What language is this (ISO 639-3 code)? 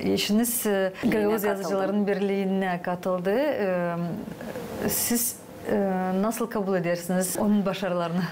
gag